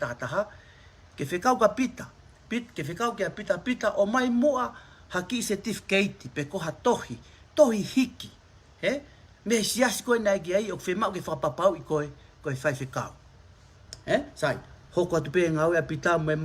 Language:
Tongan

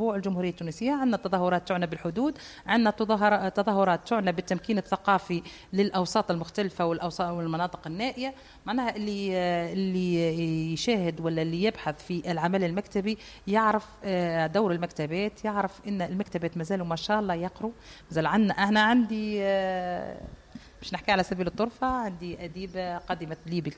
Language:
Tunisian Arabic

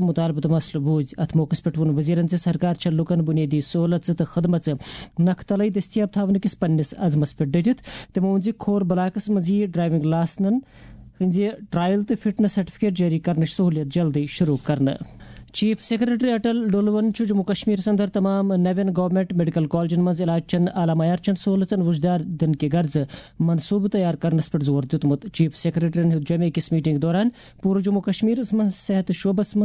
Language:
Kashmiri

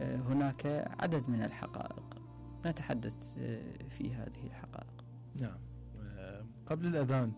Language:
Mesopotamian Arabic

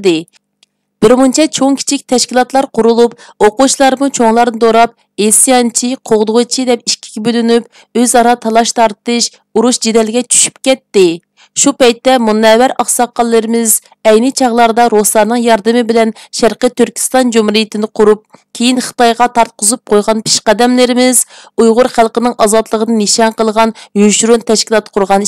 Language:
Uyghur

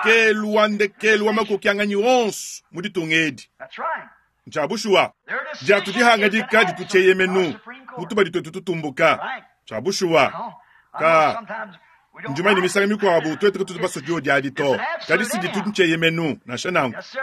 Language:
Luba-Lulua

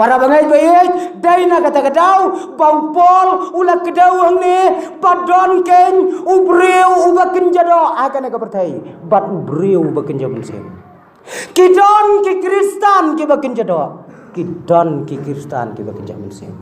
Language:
Khasi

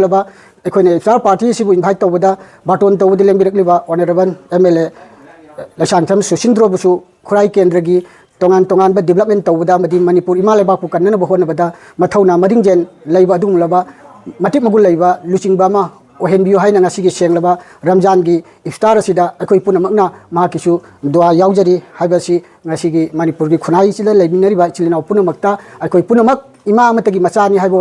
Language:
Manipuri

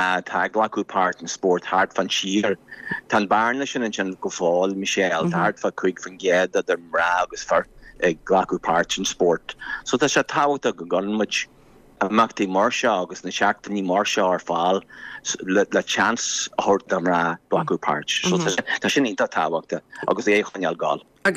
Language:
Irish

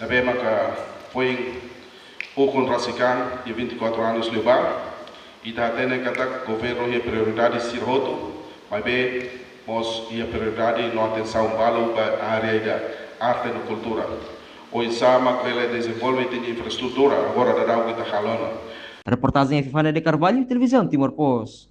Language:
Tetum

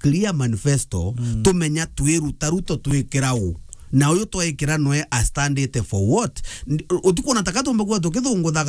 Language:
Meru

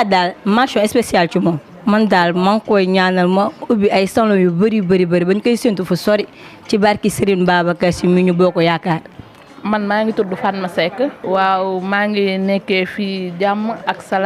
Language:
Wolof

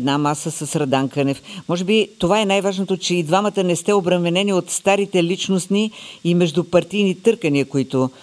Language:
Bulgarian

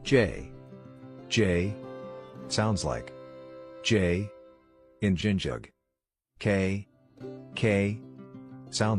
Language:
Tswana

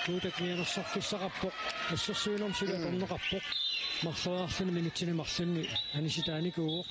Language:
Kalaallisut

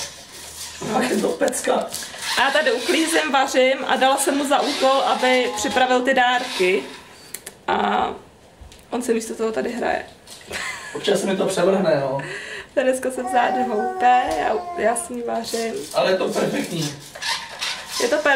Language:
Czech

